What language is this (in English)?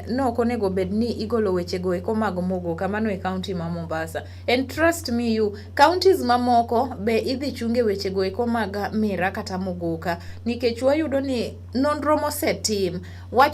Luo (Kenya and Tanzania)